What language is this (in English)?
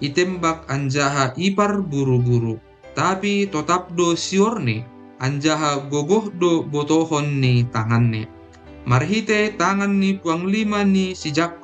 Batak Simalungun